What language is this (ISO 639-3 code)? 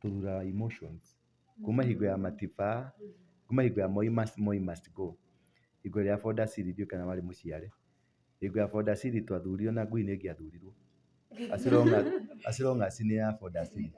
kik